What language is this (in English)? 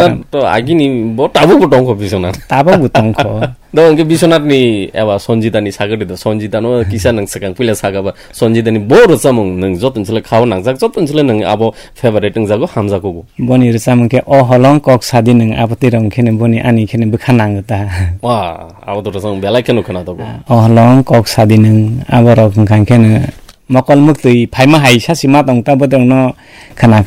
Kok Borok